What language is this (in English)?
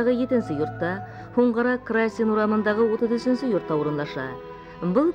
Bashkir